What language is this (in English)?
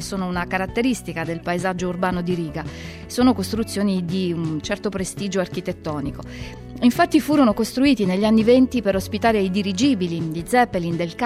Italian